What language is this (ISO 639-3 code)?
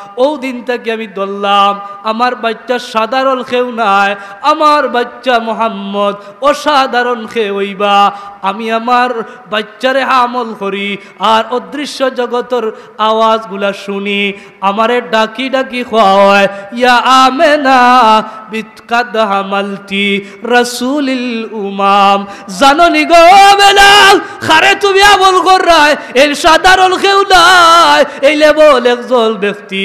syl